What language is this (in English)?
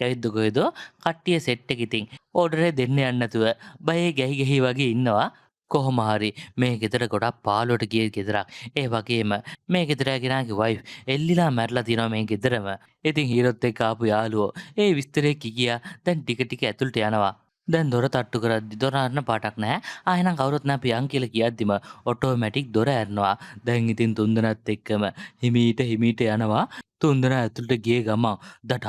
Sinhala